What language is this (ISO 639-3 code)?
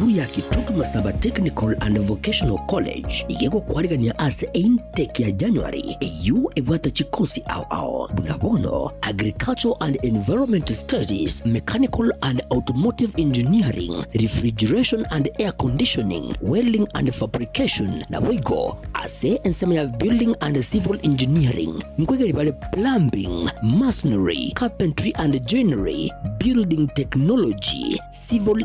guz